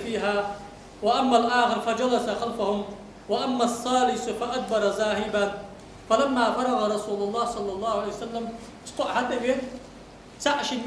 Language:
Ingush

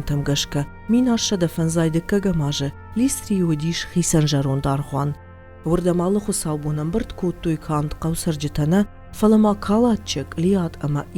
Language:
Ossetic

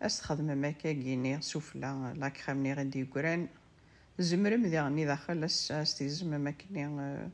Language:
Kabyle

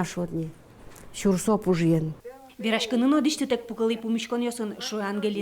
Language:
Udmurt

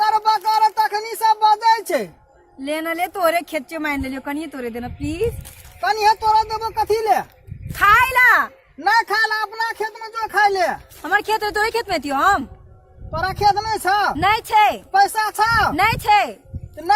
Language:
Maithili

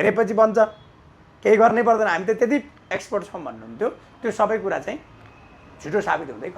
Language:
Nepali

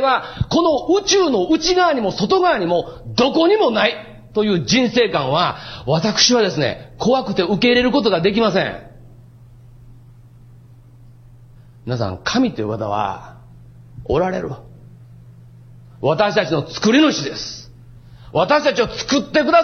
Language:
Japanese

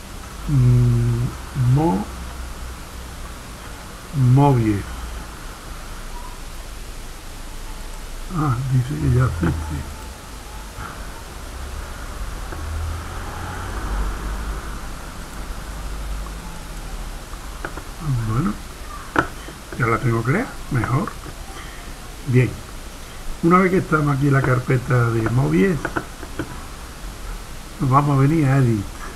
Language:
Spanish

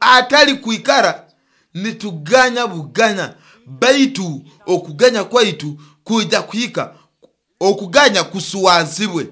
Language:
Nyoro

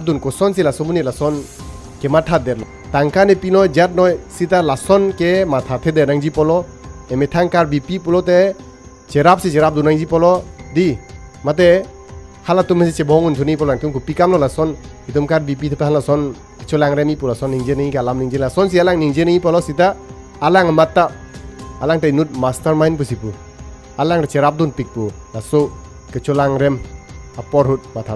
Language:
Karbi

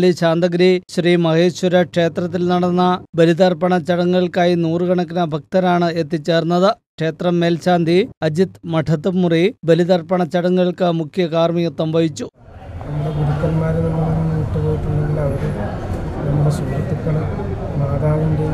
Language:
Malayalam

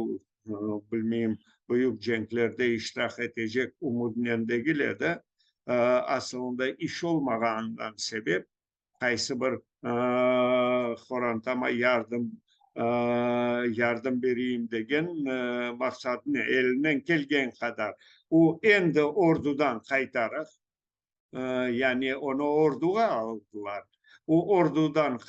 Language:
Crimean Tatar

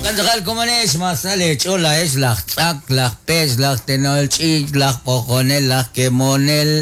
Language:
Kekchí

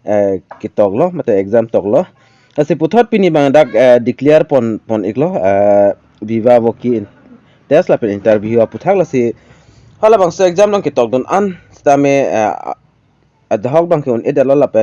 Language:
Karbi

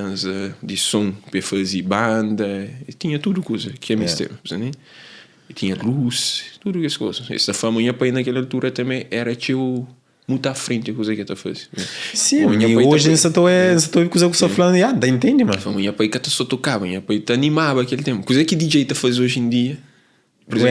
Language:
Kabuverdianu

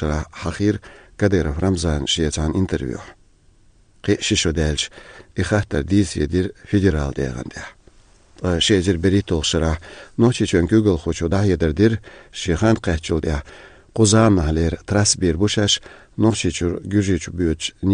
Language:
Chechen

